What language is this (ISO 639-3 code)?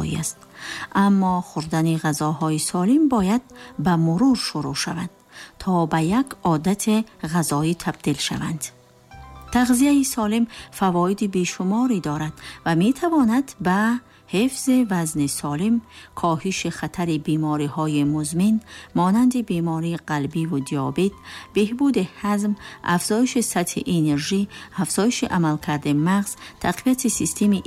tgk